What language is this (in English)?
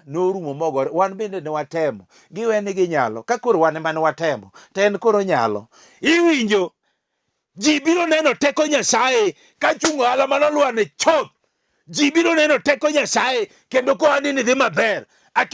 Luo (Kenya and Tanzania)